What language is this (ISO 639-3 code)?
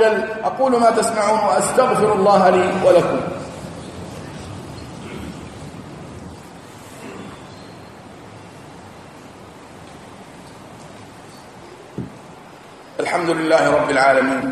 ara